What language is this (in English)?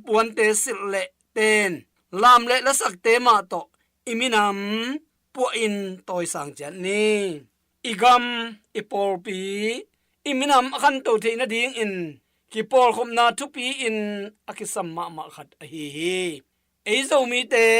Tedim Chin